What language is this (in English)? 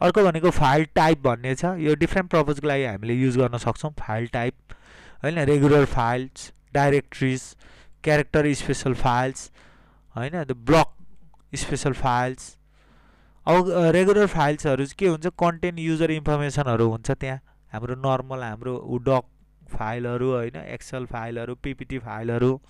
Nepali